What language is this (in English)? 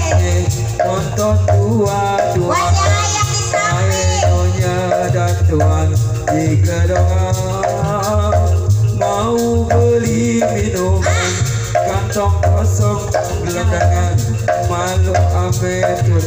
Betawi